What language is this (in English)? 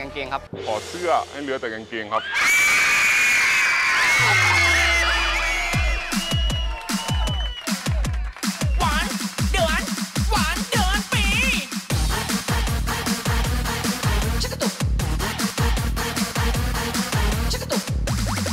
Thai